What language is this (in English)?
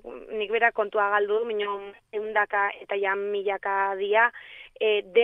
Basque